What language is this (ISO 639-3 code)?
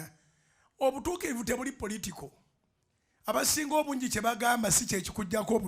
lug